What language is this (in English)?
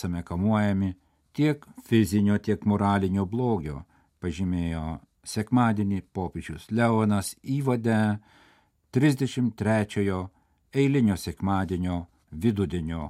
Lithuanian